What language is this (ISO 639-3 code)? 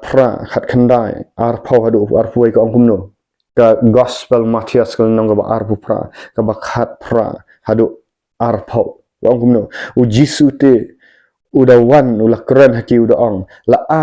kha